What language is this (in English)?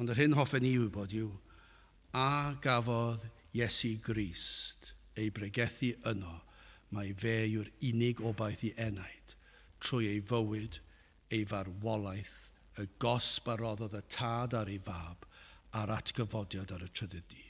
Welsh